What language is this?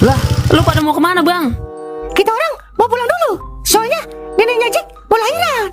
Betawi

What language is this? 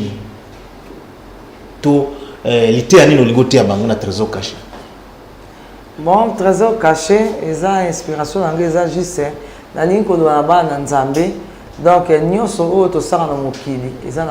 Lingala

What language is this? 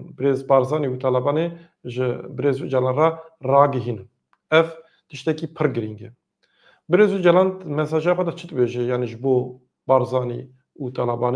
Kurdish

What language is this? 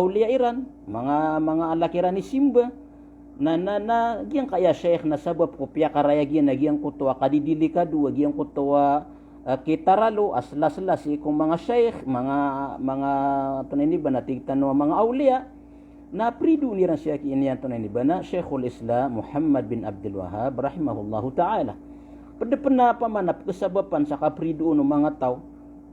Maranao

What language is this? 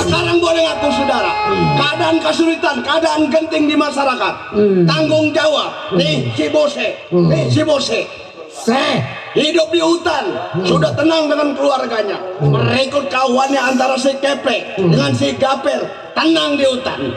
Betawi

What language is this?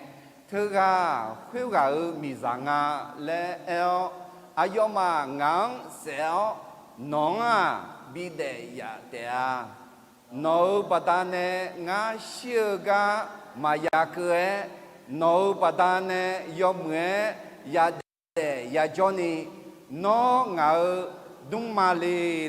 Akha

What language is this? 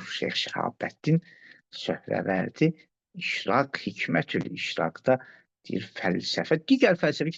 Azerbaijani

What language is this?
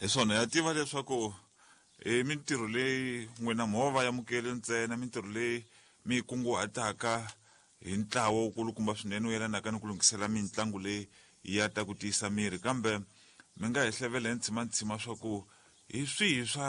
Tsonga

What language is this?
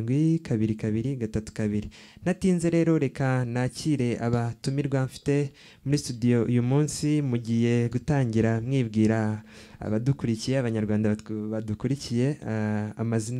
Kinyarwanda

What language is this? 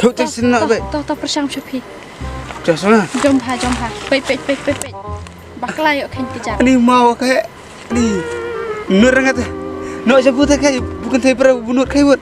Khasi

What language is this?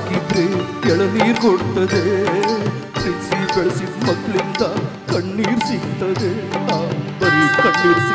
Kannada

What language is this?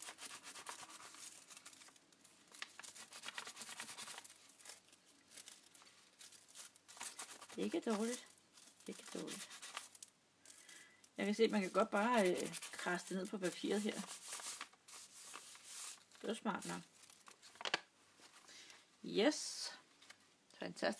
Danish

